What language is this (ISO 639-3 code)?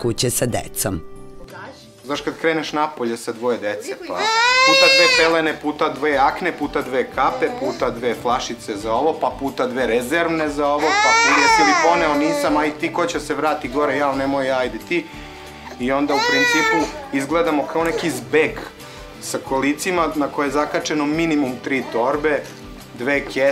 srp